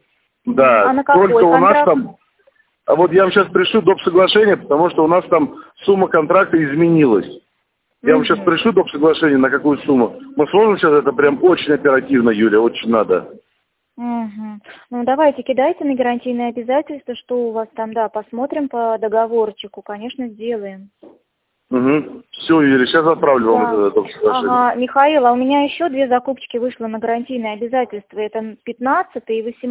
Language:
Russian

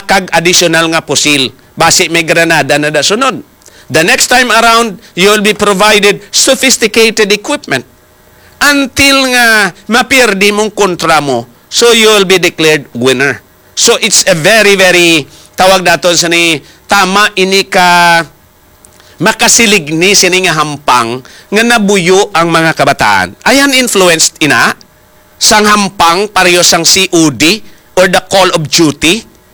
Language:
Hiligaynon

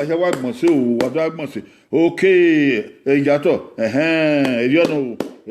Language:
Bini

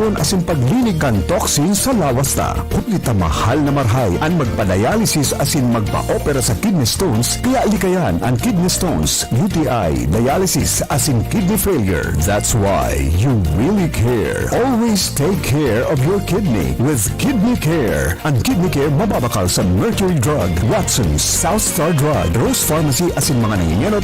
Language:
Bikol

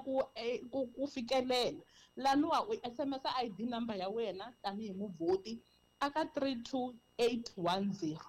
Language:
Tsonga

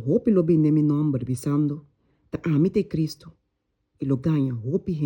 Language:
Papiamento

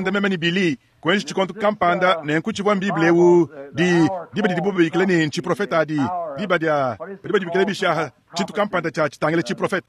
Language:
Luba-Lulua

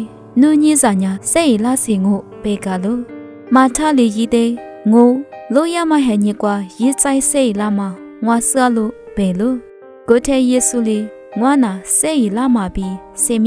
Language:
Lisu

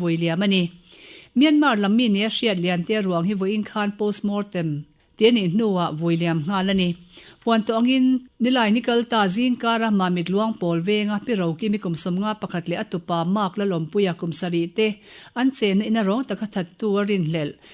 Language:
Mizo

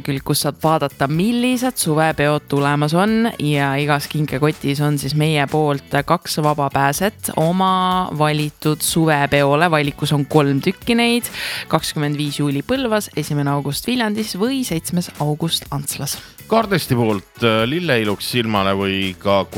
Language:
Estonian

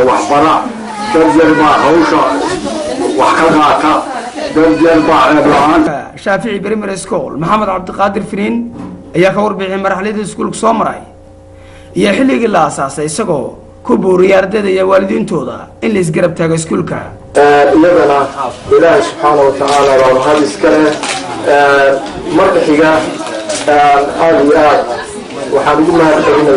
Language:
Somali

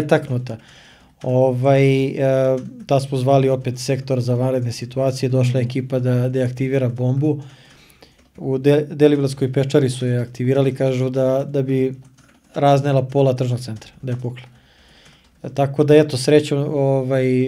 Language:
Serbian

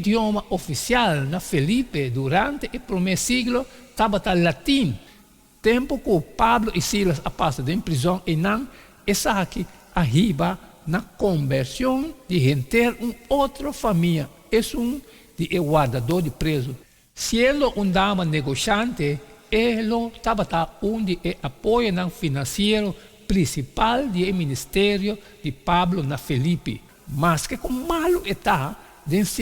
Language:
Papiamento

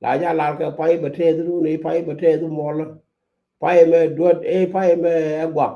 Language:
Nuer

